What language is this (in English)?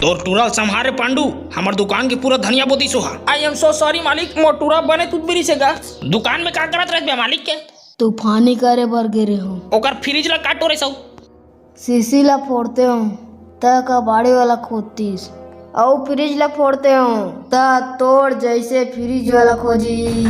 Chhattisgarhi